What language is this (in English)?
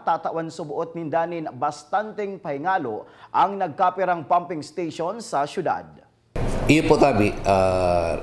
Bikol